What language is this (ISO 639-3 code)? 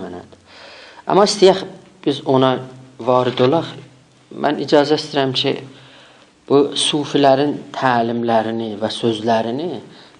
azb